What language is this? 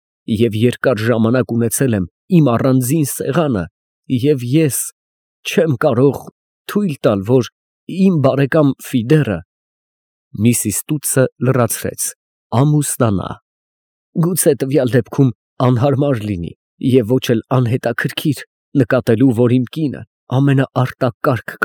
Armenian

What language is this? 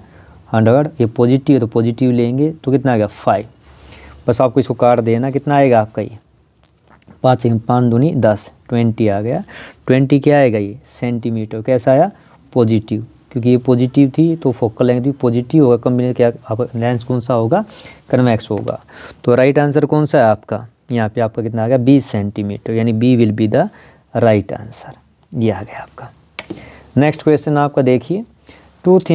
Hindi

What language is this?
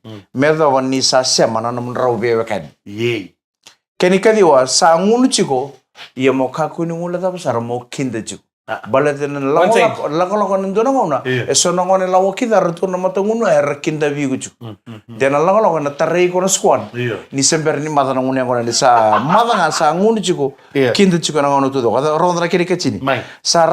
Fijian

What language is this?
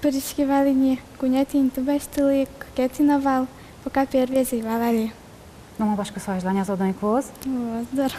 Udmurt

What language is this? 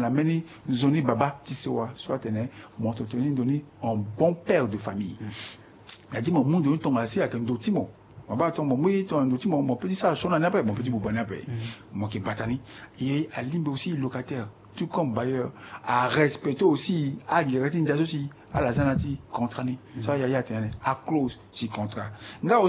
Sango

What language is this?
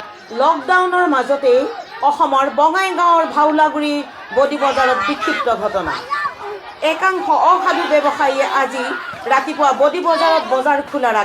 Assamese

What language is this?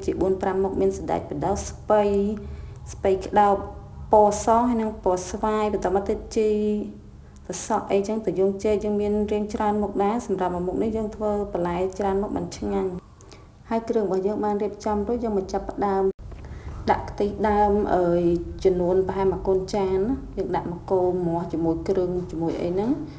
Khmer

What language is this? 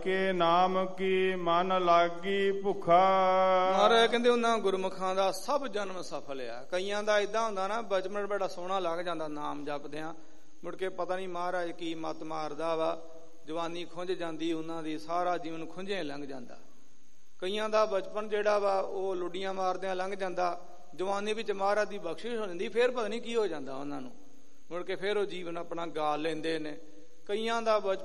Punjabi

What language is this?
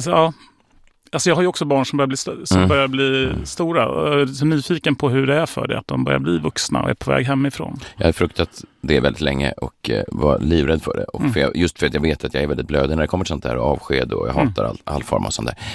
Swedish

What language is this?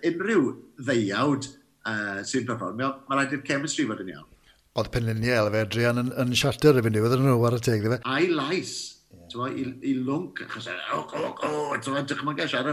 Welsh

